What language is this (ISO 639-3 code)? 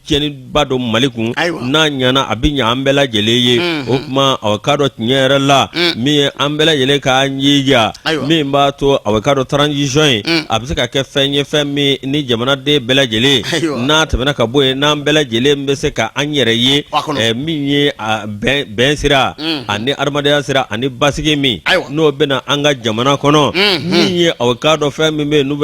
bam